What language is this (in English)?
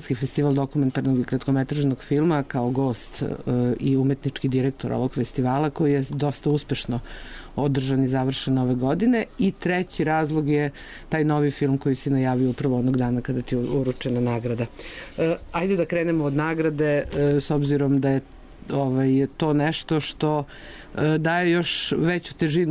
Serbian